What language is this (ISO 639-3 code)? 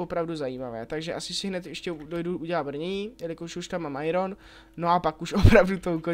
ces